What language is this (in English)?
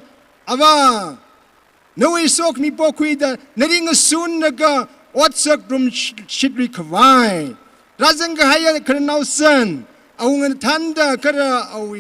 Tangkhul Naga (India)